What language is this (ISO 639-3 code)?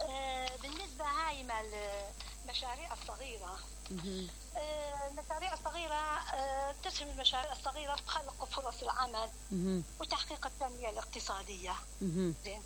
acm